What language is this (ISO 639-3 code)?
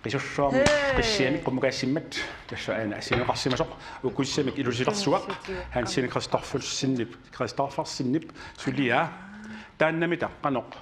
kal